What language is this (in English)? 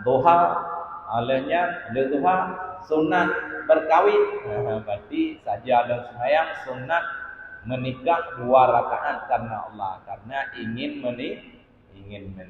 Achinese